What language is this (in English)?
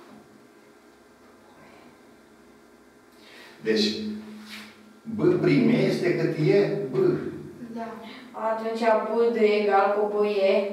Romanian